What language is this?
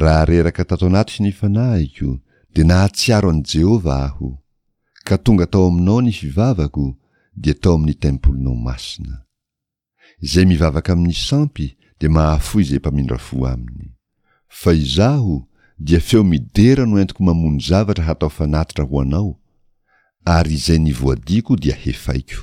Malagasy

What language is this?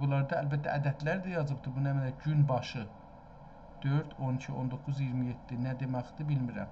South Azerbaijani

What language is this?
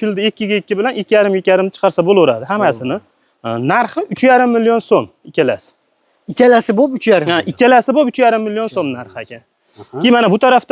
Uzbek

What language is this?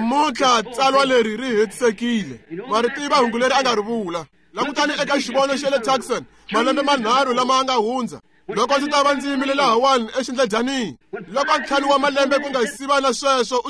Tsonga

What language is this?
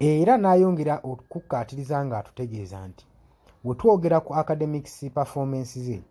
Ganda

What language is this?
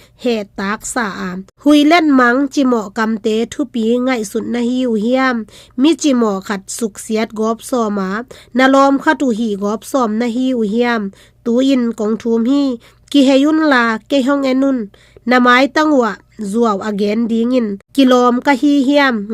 Tedim Chin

